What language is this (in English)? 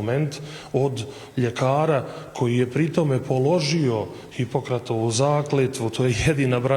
Bosnian